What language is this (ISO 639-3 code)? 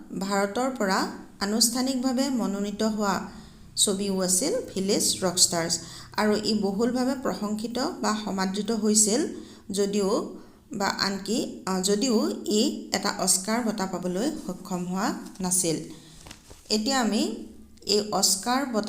asm